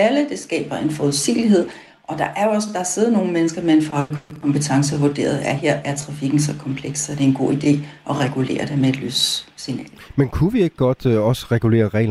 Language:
Danish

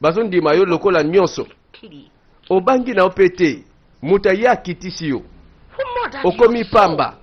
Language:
Lingala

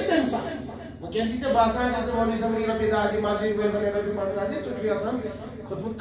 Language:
Kashmiri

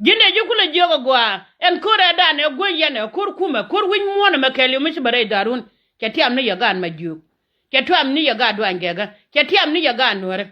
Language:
Nuer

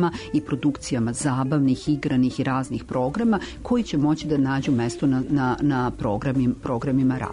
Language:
Serbian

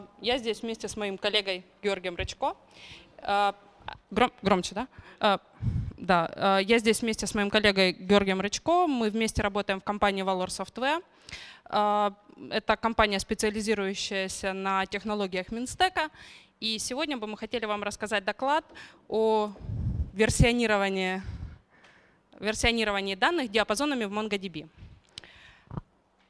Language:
Russian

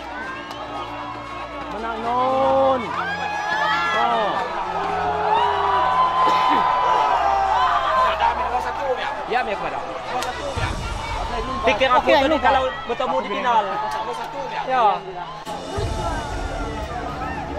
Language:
Malay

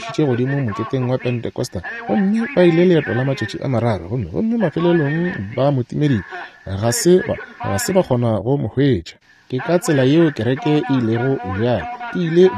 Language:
Northern Sotho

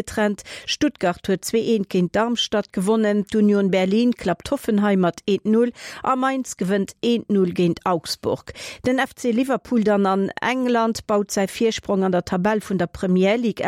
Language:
Luxembourgish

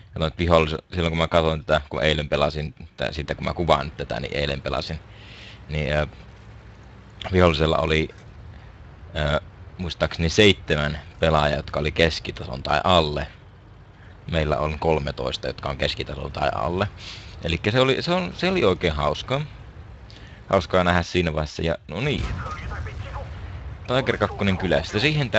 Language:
Finnish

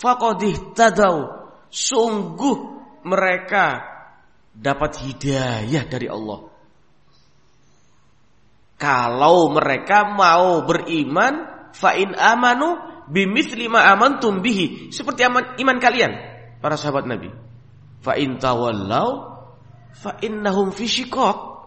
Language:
Indonesian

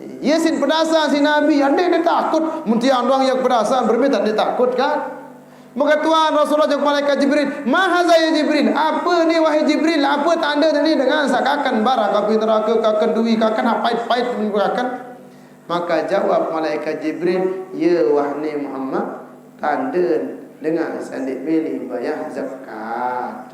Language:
Sasak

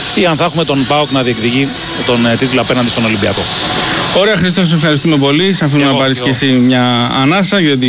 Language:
Greek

